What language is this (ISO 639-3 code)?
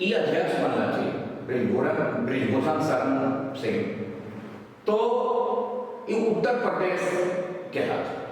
mag